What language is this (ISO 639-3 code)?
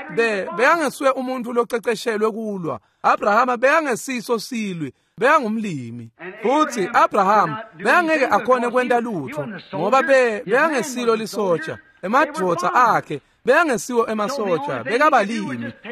ssw